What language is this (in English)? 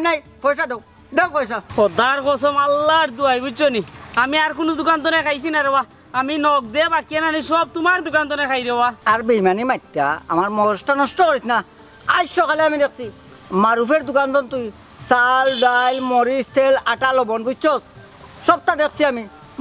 Sylheti